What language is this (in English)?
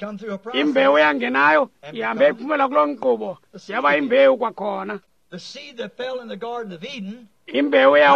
Xhosa